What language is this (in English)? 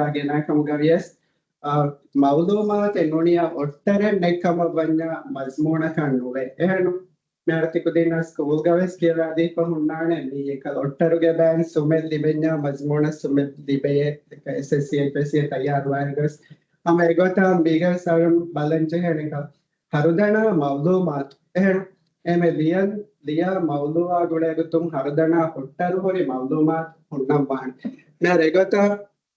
Divehi